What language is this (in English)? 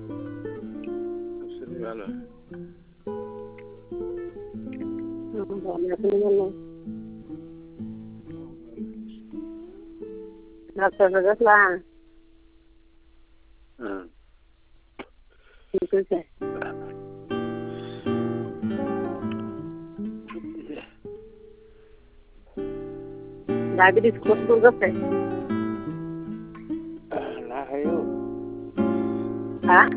Marathi